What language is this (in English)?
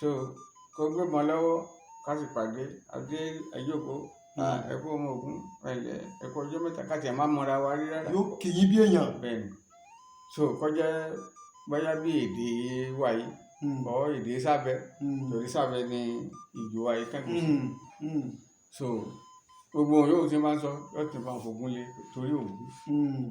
Yoruba